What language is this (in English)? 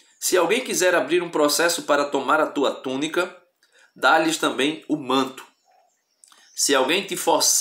Portuguese